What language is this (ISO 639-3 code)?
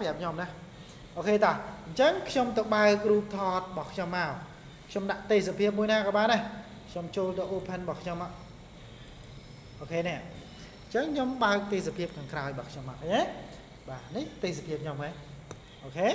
khm